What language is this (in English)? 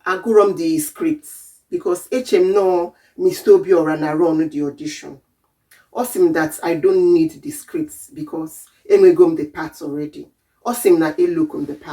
Igbo